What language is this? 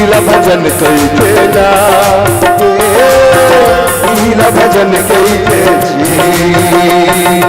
Chhattisgarhi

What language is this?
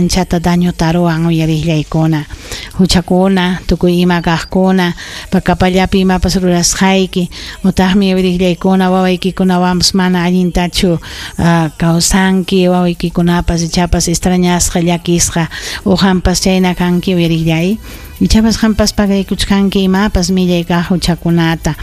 Ayacucho Quechua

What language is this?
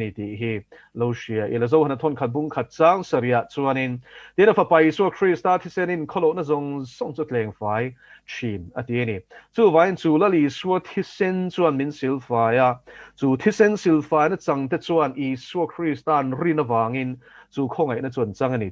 Mizo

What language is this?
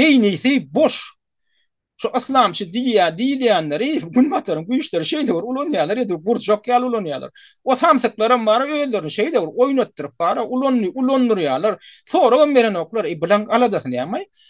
Turkmen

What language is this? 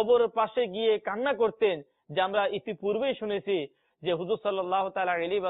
Bangla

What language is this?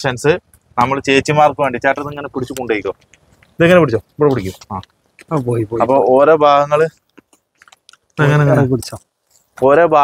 Malayalam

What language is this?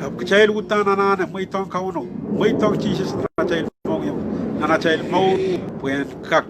Pohnpeian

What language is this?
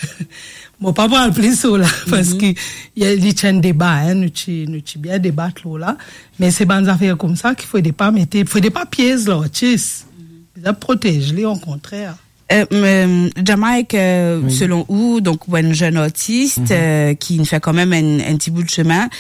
Morisyen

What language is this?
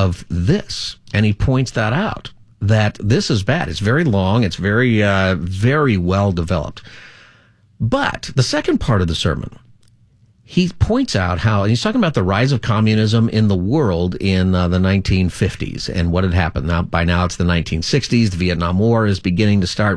English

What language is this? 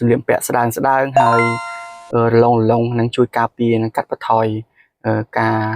Khmer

